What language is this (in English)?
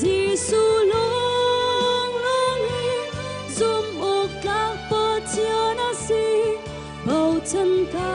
Hakha Chin